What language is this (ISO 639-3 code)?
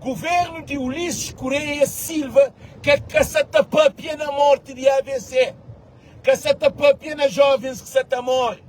kea